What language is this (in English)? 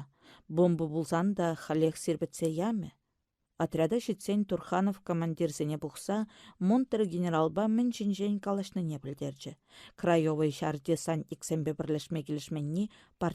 Chuvash